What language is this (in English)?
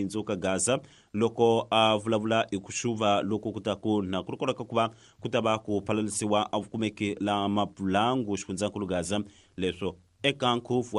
Tsonga